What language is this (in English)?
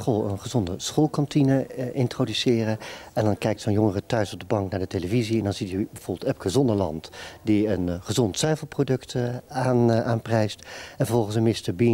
Dutch